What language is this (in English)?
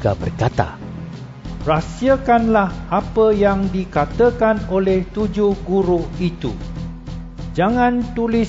Malay